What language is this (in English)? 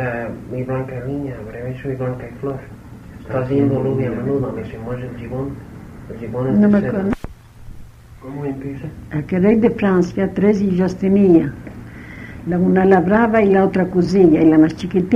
Spanish